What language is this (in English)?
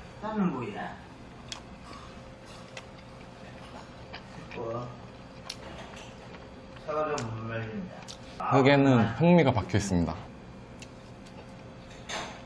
Korean